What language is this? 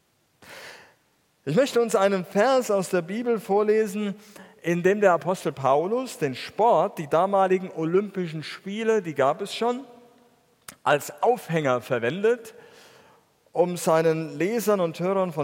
German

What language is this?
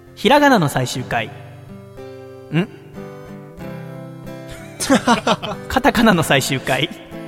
Japanese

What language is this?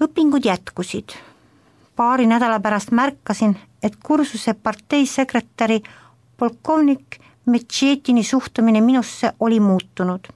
Estonian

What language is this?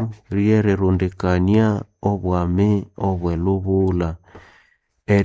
Nande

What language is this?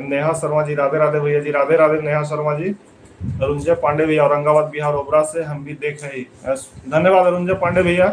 Magahi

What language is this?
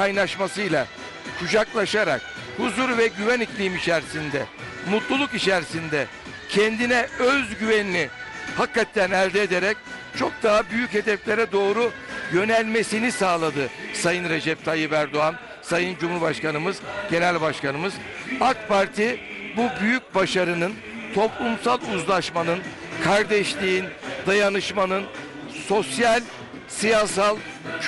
Turkish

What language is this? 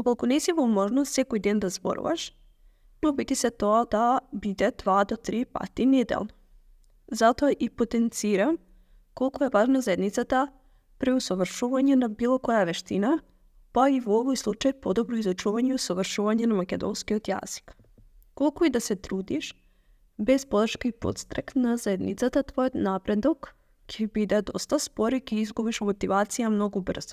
Macedonian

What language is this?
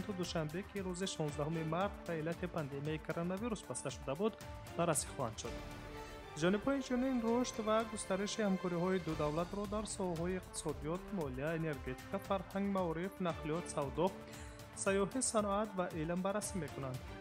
Tajik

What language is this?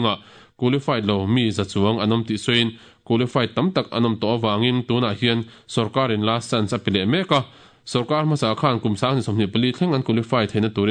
Mizo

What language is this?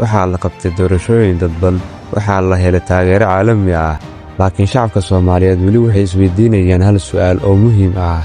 Somali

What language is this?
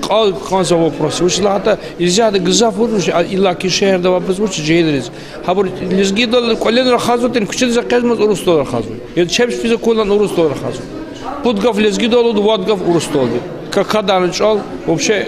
Lezghian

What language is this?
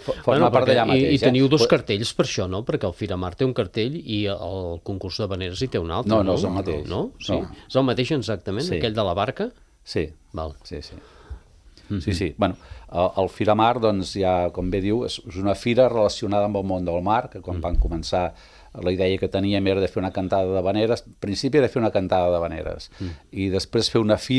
Catalan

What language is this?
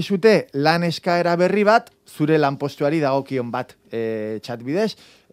Basque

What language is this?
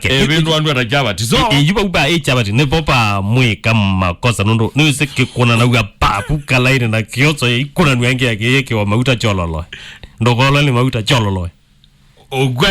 Kamba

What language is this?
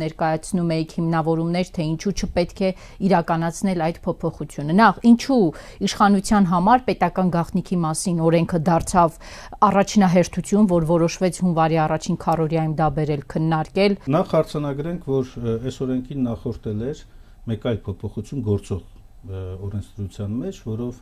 Armenian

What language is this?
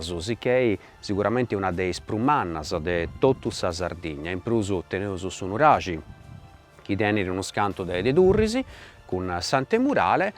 Sardinian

